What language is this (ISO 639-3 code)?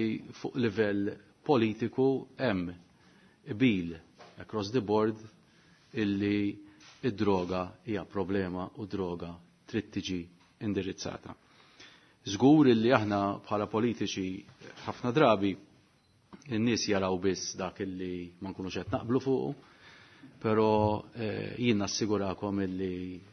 mlt